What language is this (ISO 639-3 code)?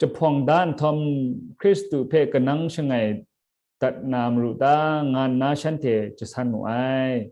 kac